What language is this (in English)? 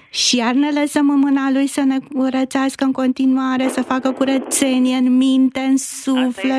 Romanian